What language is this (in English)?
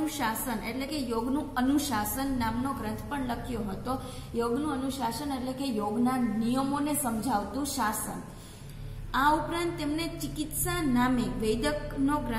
Gujarati